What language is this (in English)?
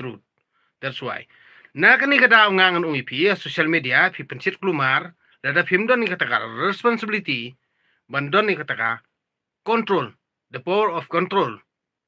Khasi